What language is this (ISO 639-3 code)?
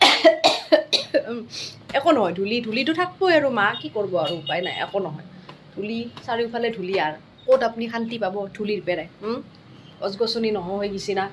asm